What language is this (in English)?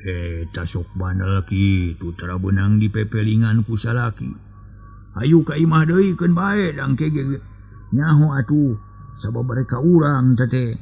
Sundanese